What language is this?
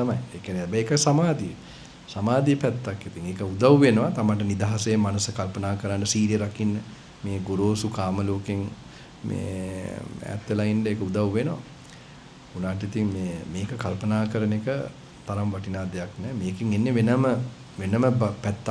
Sinhala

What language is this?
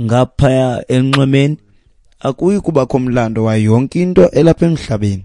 Xhosa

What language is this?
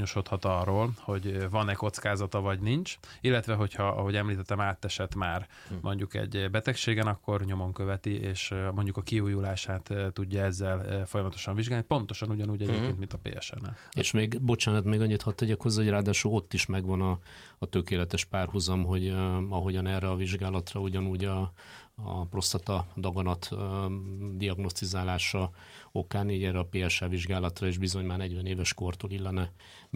Hungarian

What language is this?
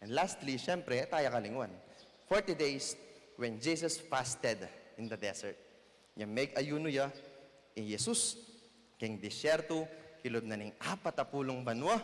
Pampanga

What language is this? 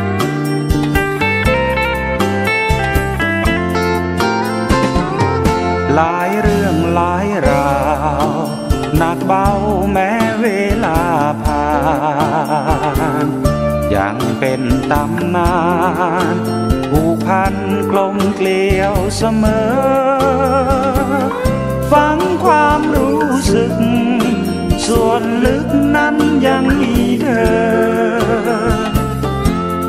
Thai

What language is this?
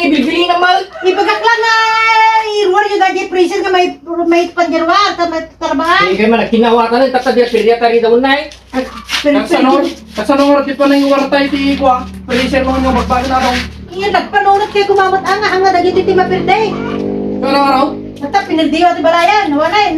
Iloko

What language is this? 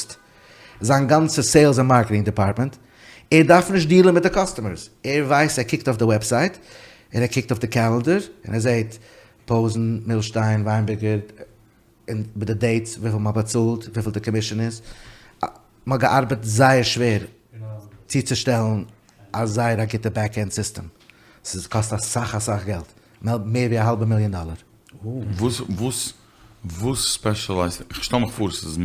Yiddish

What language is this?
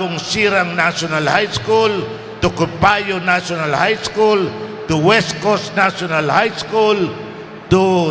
Bikol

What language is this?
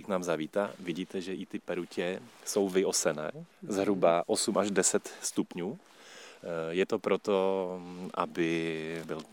Czech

